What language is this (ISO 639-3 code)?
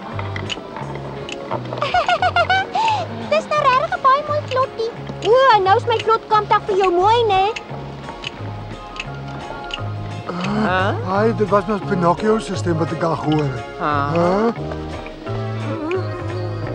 afr